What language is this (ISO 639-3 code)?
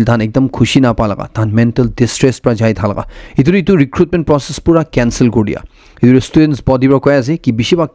nag